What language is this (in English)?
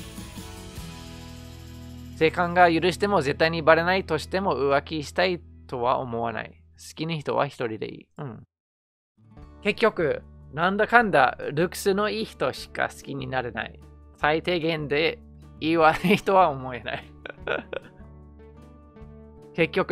Japanese